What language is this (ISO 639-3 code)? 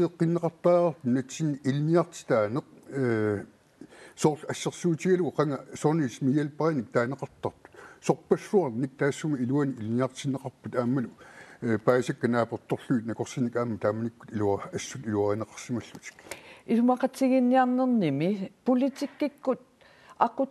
kal